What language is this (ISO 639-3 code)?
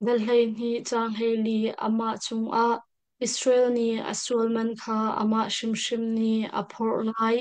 cnh